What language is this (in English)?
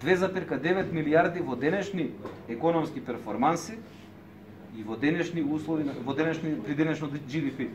Macedonian